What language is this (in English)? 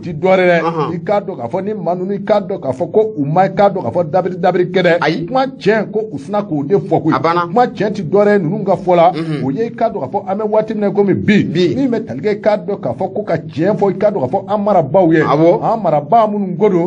Bambara